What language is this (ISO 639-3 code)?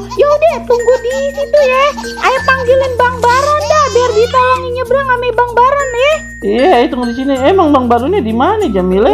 bew